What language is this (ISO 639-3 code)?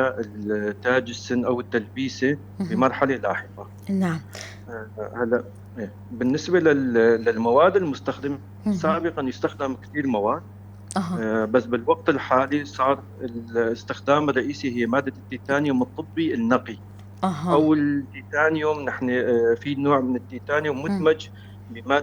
apc